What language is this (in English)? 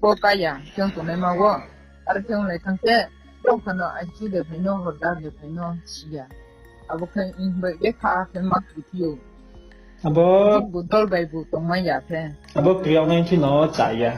Riang (India)